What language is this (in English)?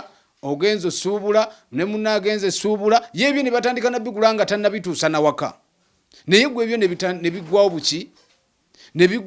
Ganda